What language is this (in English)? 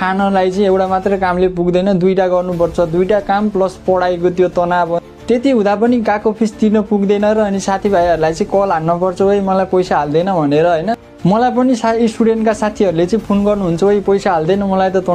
Nepali